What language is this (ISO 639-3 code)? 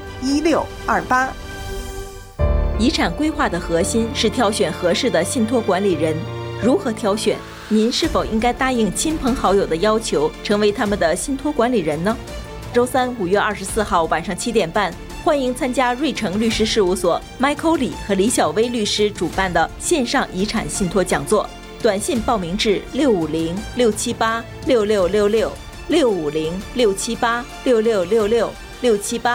zho